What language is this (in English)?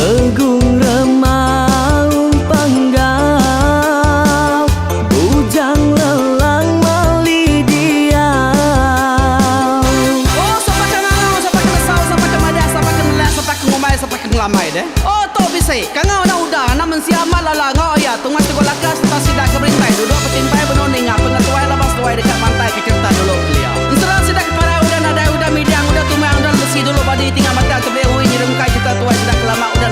Iban